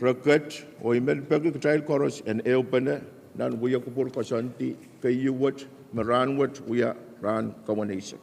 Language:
Pohnpeian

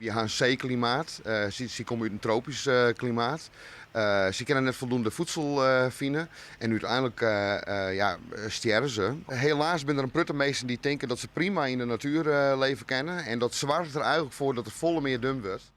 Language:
Western Frisian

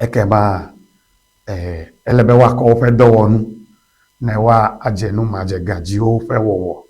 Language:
Ewe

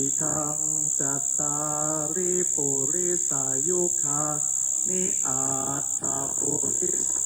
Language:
Pali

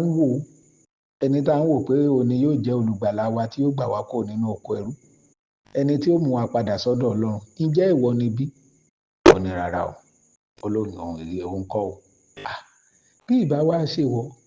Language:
Yoruba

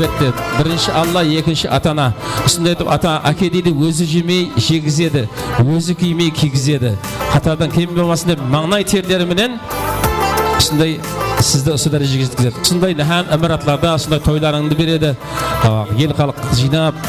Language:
Kara-Kalpak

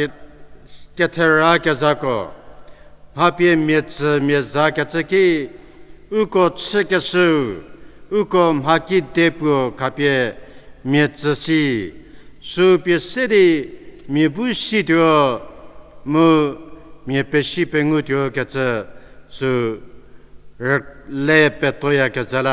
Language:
Angami Naga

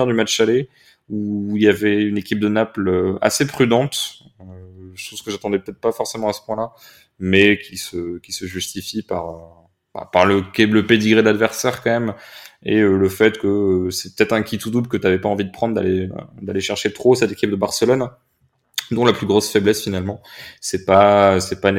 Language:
French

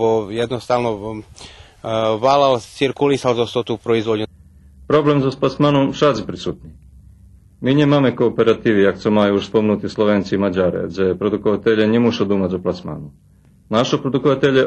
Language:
Rusyn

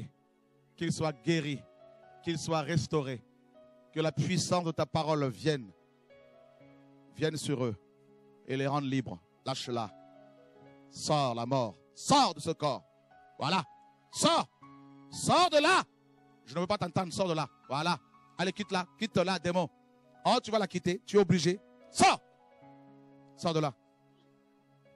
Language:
French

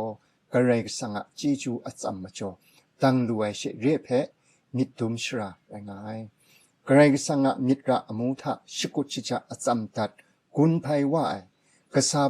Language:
Kachin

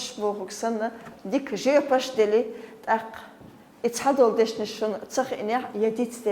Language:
Chechen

